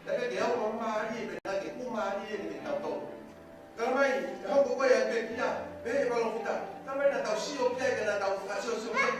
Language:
Tongan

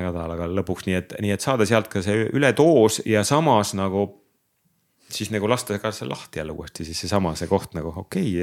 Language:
Estonian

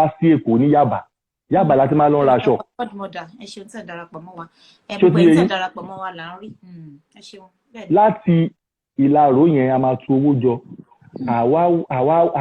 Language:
Yoruba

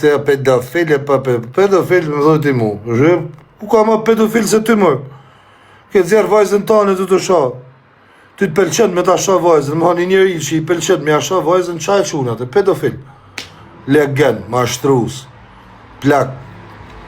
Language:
Albanian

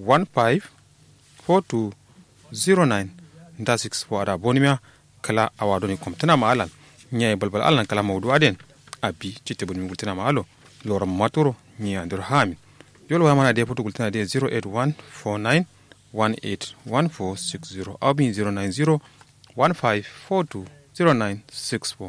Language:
Kanuri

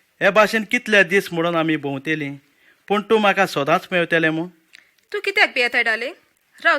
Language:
Konkani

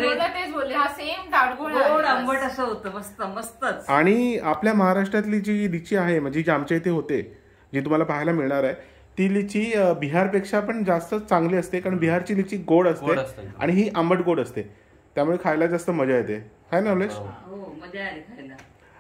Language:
Marathi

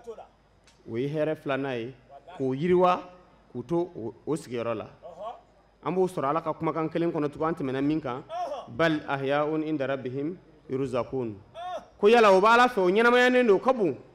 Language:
Bambara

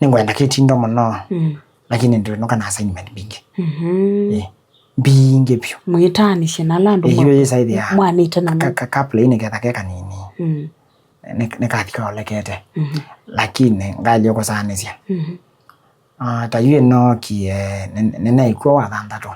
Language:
Kamba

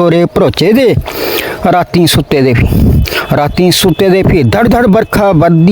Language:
Dogri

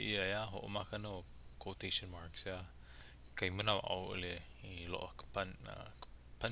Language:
Hawaiian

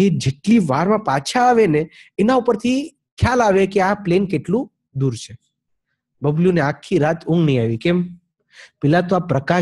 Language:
Gujarati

